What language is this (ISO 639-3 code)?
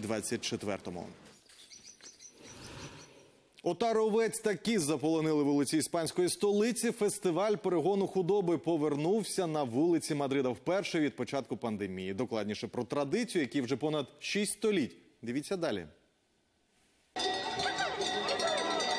ukr